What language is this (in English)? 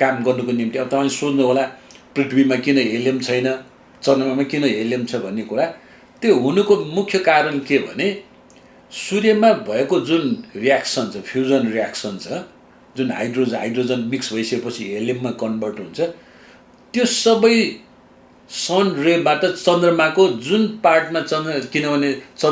Nepali